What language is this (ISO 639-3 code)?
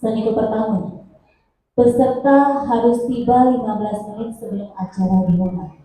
ban